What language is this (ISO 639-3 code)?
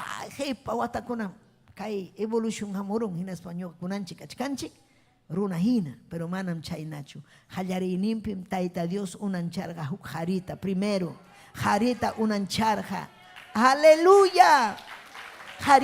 quy